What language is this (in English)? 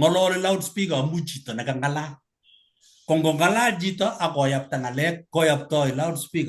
Kalenjin